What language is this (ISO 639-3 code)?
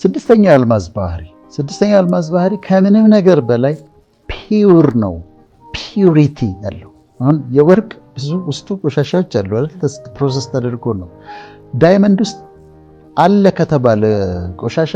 amh